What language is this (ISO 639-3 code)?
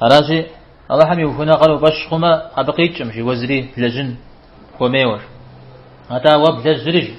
kbd